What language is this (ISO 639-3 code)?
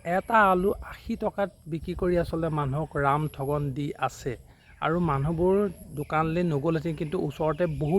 asm